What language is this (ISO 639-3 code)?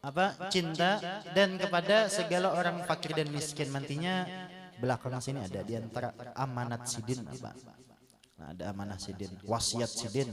bjn